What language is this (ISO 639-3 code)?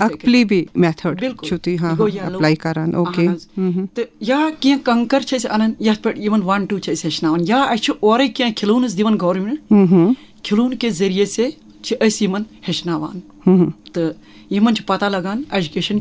kas